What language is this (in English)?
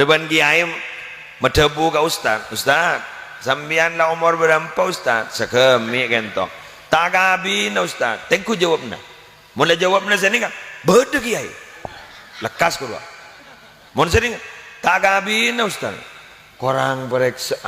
Madurese